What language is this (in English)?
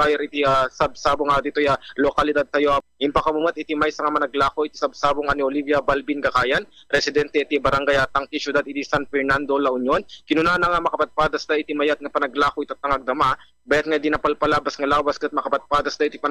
Iloko